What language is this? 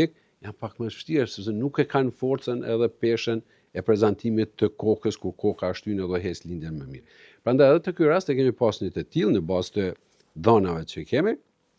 Albanian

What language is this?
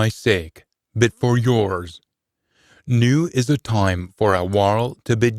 Scots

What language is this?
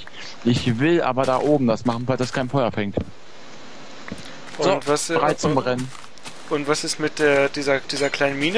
German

